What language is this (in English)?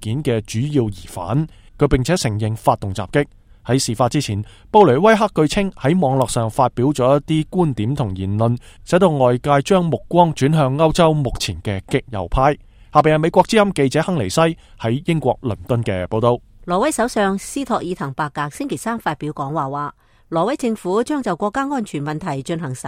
Cantonese